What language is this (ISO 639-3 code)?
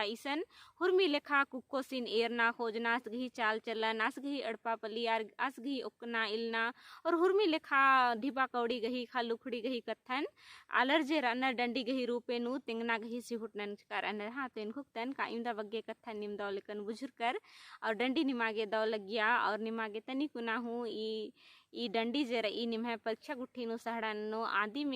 kru